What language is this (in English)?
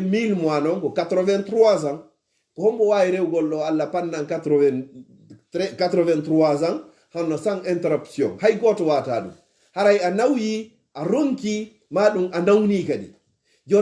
Fula